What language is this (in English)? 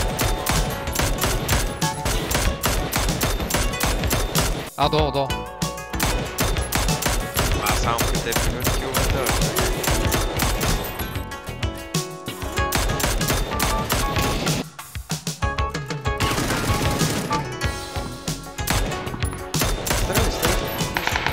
Bulgarian